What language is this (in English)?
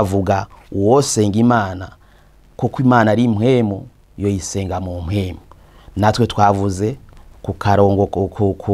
Rundi